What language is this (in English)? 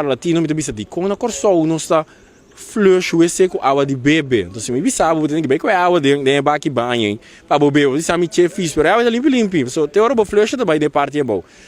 Papiamento